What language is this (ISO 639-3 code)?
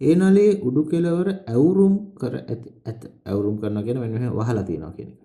sin